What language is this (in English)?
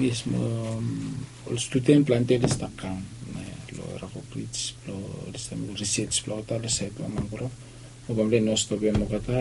Bislama